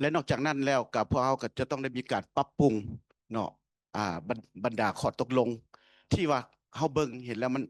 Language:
Lao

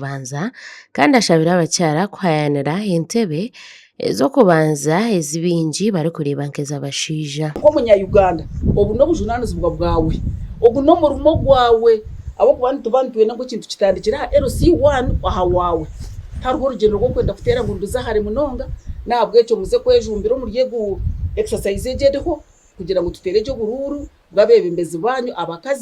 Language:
Nyankole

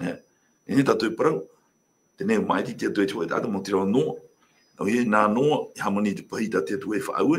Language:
Tahitian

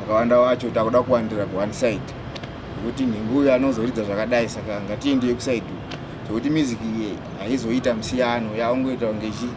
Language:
Shona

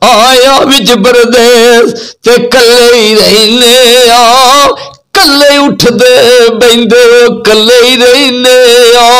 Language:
Saraiki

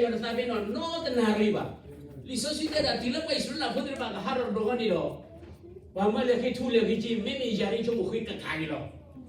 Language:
S'gaw Karen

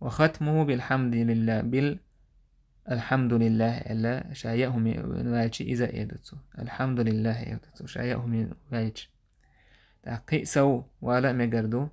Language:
Chechen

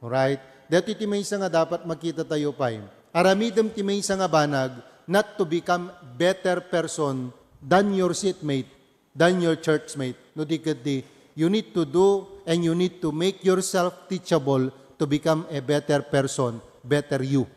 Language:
Iloko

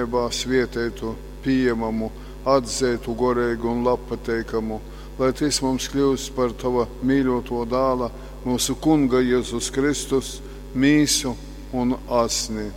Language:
Latgalian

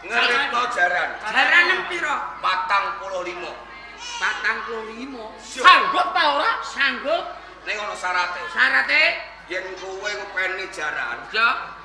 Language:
Javanese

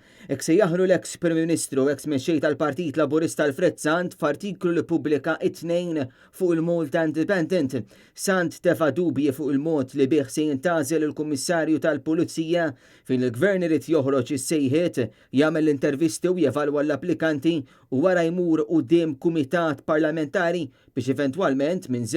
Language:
Maltese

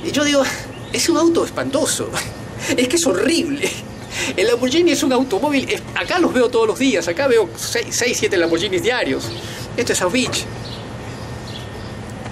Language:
Spanish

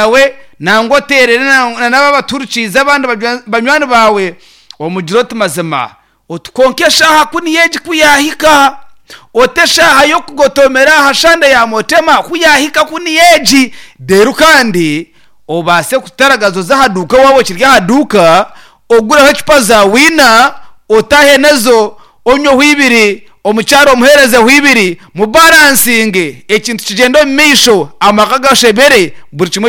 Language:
Nyankole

